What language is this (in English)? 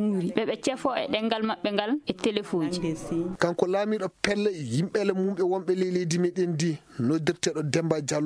Fula